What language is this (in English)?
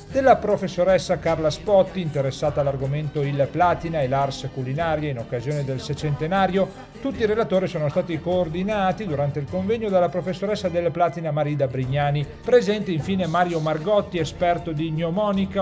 Italian